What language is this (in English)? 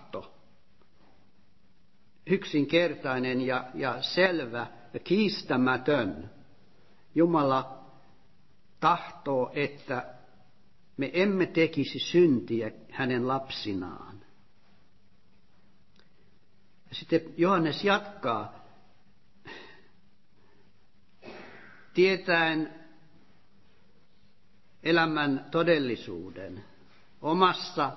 Finnish